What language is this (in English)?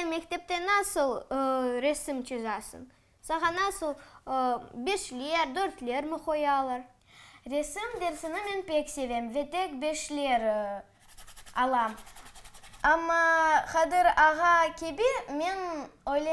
Crimean Tatar